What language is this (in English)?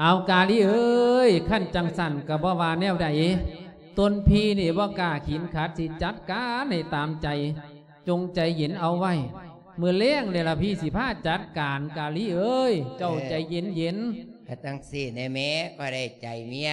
Lao